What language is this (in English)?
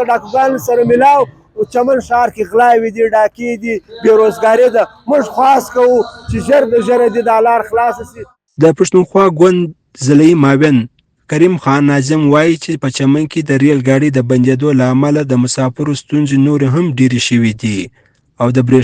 Pashto